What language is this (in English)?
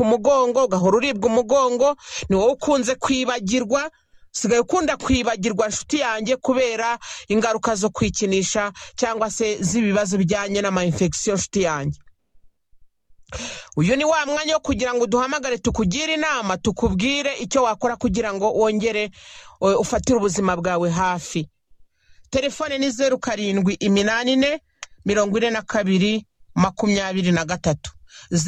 Kinyarwanda